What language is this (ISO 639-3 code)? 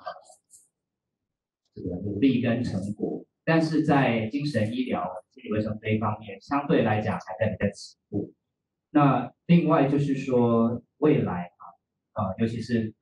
zho